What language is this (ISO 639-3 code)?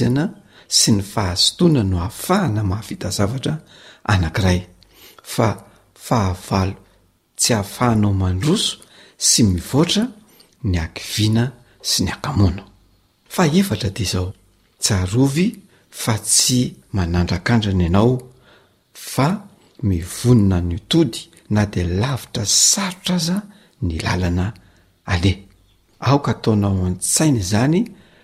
mlg